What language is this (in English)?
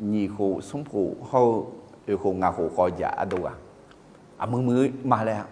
Akha